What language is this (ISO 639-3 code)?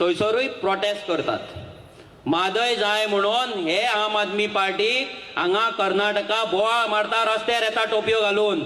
kok